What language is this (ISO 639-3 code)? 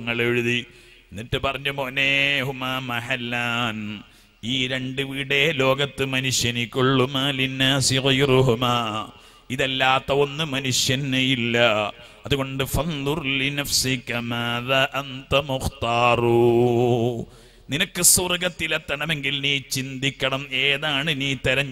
mal